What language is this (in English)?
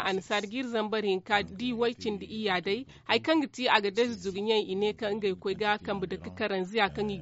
Zarma